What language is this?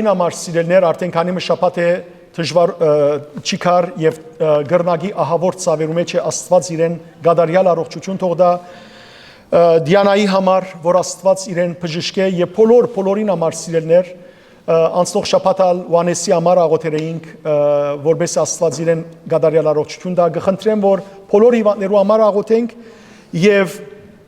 Western Armenian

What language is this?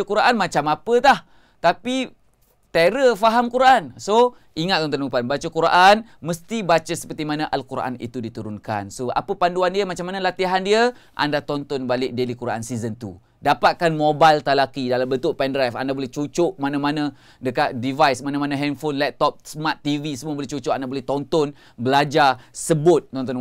Malay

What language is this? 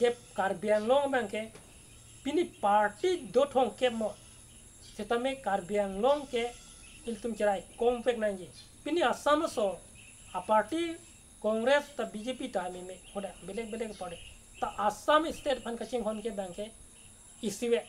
Karbi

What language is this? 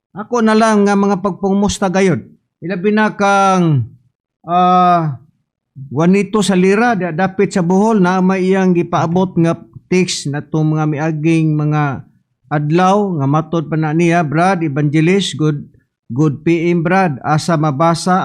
Cebuano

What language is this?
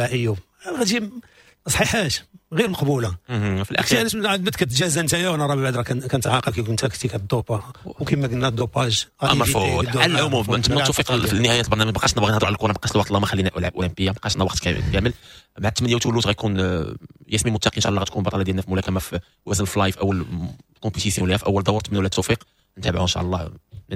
Moroccan Arabic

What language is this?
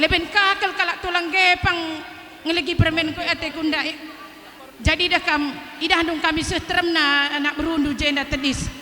Batak Karo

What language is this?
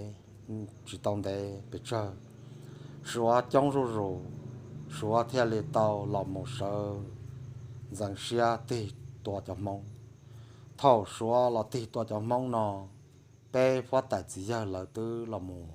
Hmong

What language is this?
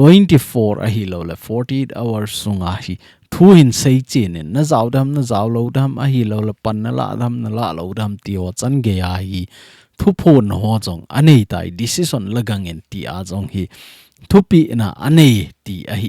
Thado Chin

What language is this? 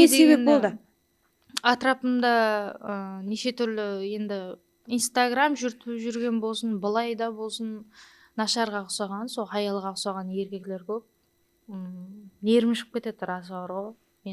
Kara-Kalpak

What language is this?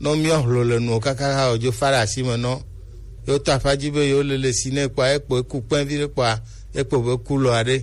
Gen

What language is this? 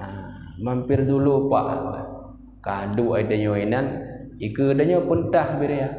Achinese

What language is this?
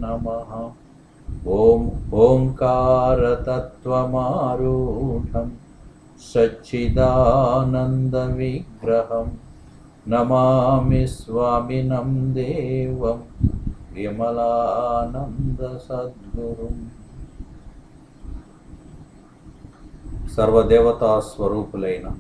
Telugu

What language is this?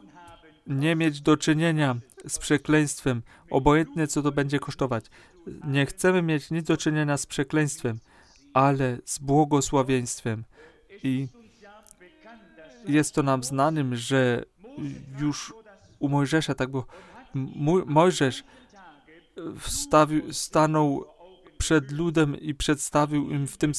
Polish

